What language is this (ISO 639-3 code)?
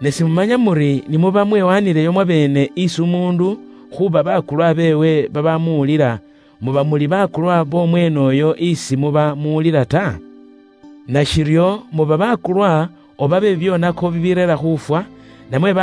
luy